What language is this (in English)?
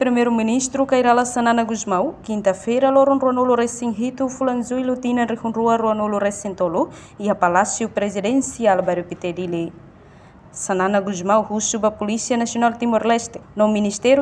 Tetum